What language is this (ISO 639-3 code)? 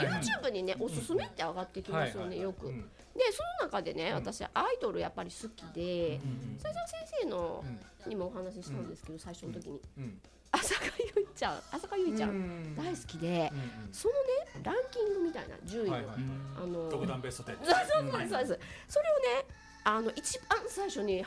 jpn